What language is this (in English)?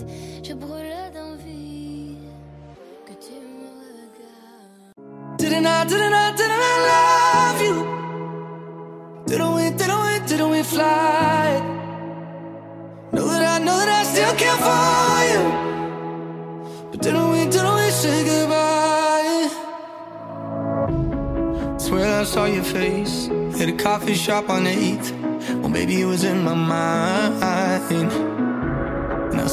English